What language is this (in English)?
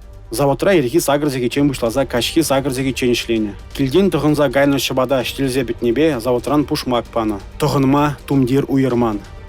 Chuvash